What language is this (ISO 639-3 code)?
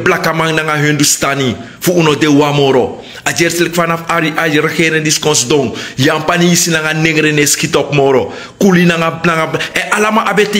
srn